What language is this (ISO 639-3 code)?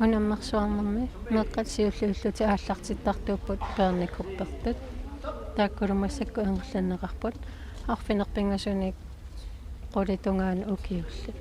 kal